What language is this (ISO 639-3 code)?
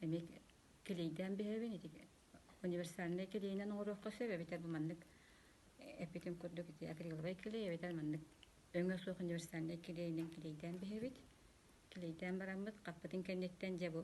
sah